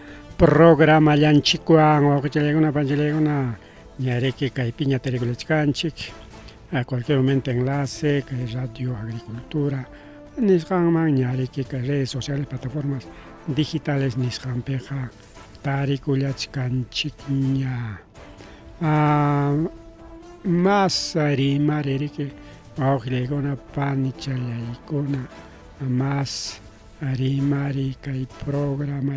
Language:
Ayacucho Quechua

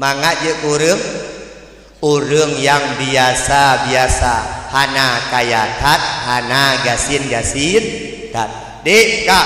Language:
Achinese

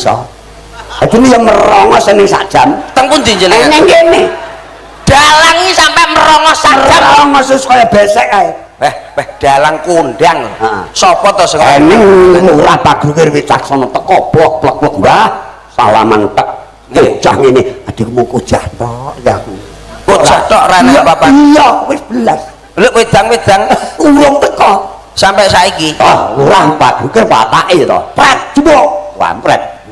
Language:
Javanese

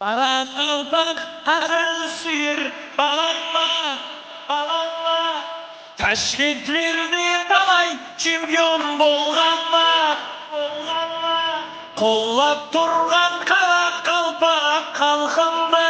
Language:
Kara-Kalpak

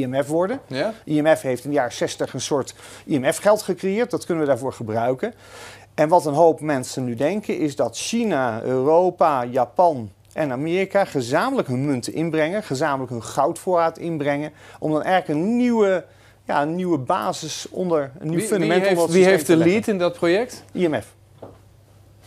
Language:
Dutch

